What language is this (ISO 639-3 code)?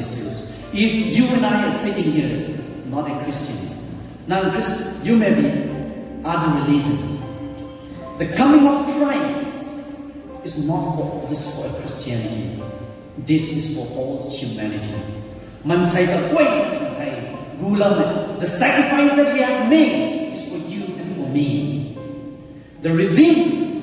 nbu